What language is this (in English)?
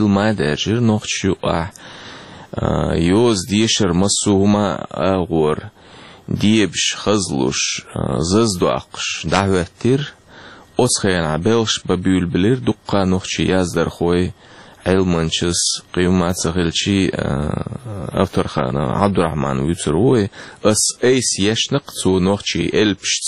Chechen